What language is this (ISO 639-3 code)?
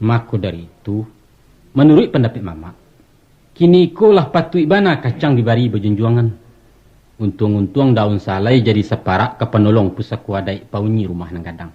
min